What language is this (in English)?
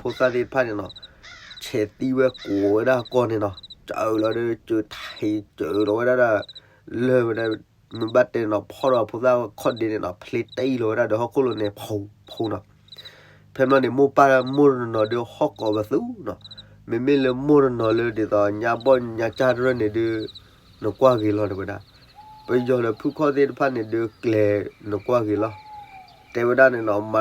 S'gaw Karen